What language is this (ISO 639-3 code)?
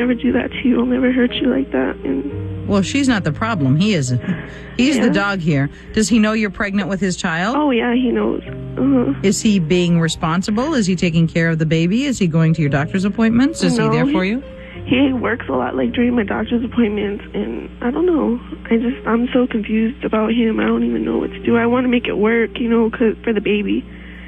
eng